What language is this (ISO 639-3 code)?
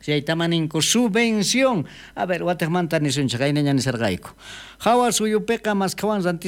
quh